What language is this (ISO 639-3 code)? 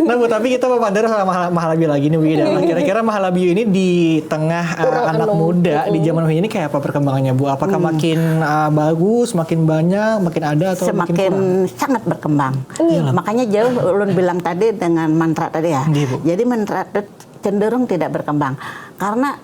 bjn